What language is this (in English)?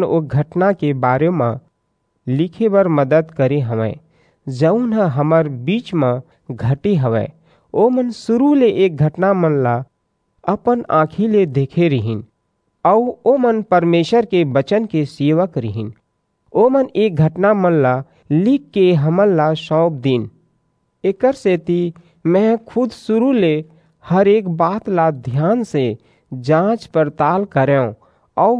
Chhattisgarhi